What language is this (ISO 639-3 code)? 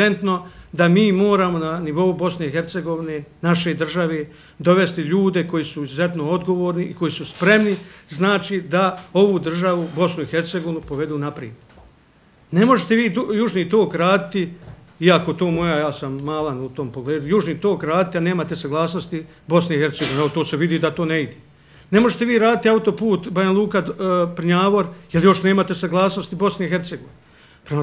bos